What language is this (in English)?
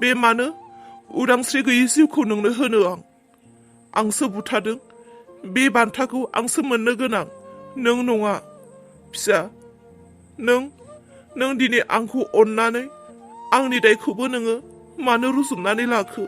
Bodo